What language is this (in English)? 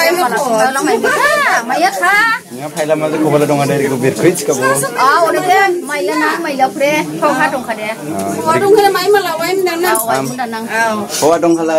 Dimasa